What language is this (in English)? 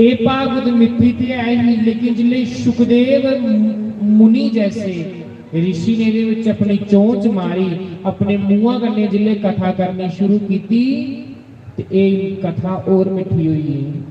Dogri